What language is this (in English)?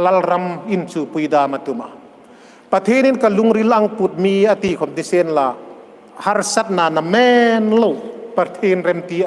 Hmar